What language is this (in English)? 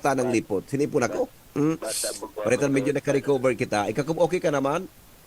Bikol